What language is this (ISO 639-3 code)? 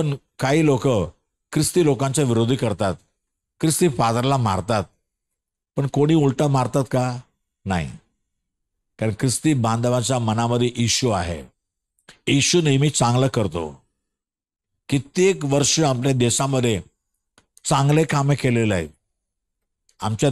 mar